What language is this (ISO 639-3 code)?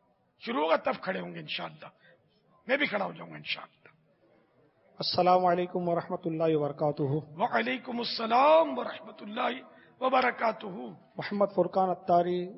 urd